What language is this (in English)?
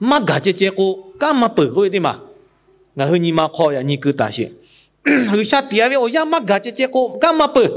Lahu